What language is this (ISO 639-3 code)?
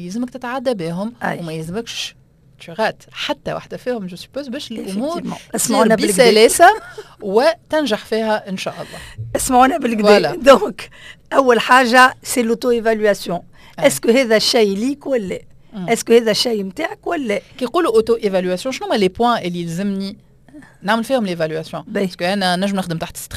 aeb